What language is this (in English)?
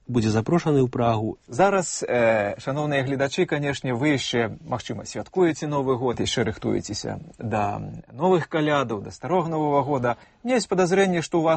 Belarusian